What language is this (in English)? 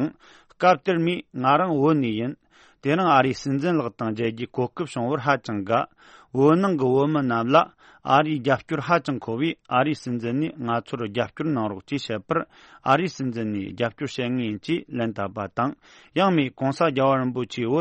Tibetan